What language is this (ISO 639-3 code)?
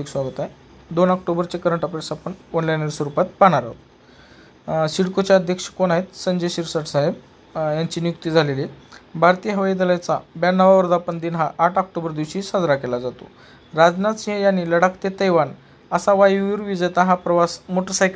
mar